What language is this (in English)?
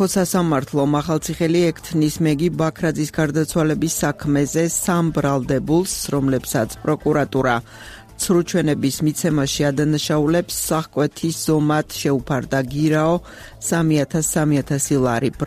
Georgian